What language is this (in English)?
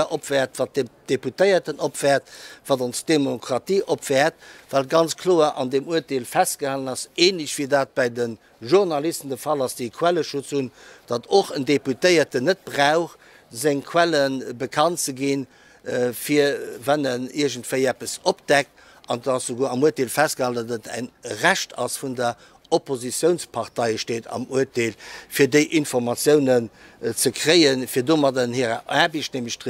Luxembourgish